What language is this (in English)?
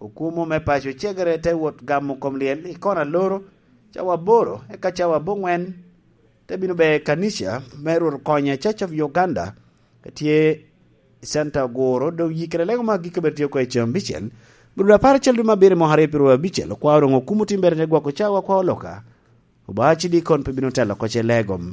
Lango (Uganda)